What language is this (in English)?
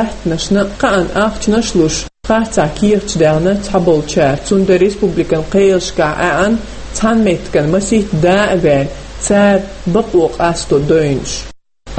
Chechen